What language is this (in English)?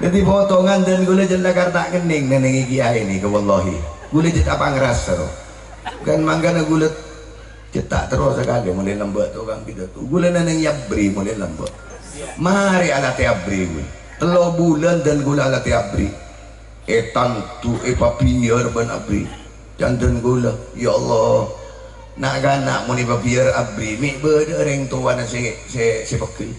Madurese